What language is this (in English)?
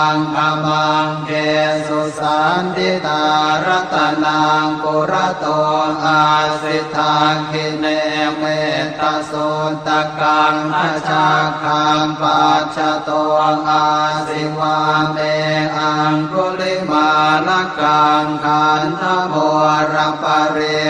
Pali